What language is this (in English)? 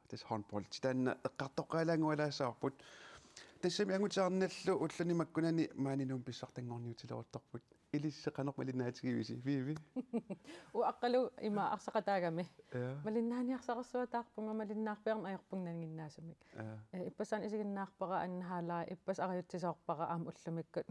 Kalaallisut